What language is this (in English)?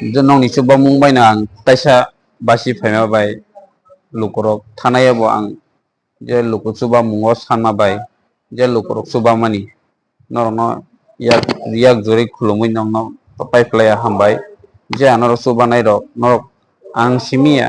Kok Borok